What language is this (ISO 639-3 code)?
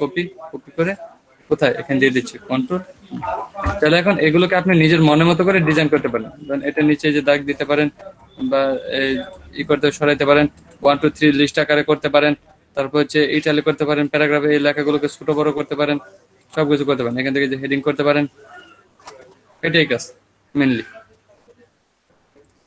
ben